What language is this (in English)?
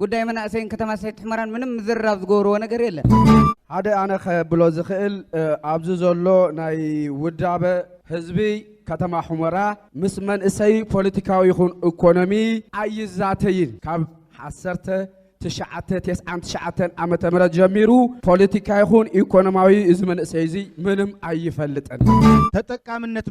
Tigrinya